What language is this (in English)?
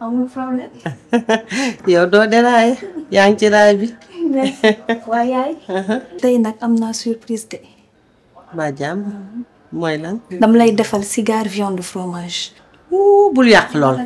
Wolof